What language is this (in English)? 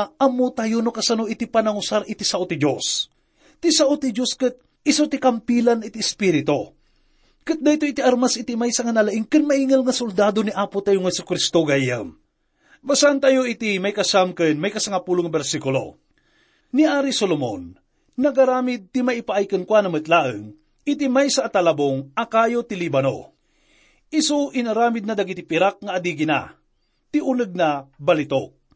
Iloko